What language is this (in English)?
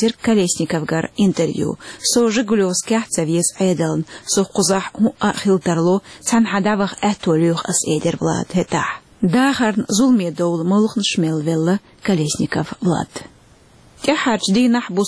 Chechen